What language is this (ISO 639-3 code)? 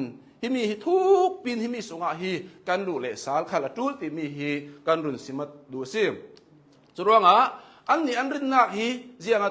cnh